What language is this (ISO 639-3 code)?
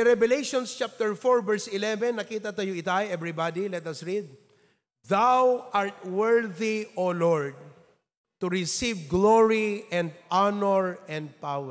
ilo